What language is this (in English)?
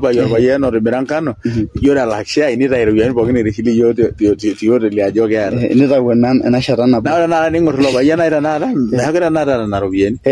Masai